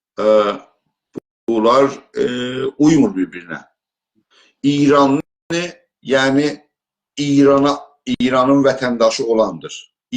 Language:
South Azerbaijani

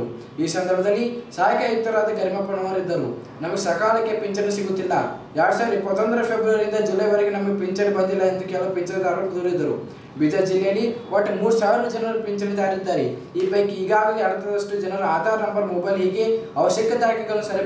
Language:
Kannada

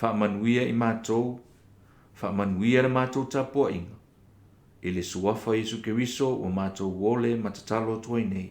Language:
Samoan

